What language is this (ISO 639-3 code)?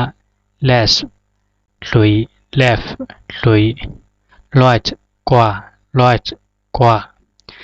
zha